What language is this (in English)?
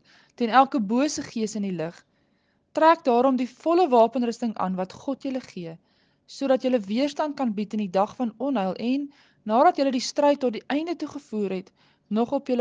Afrikaans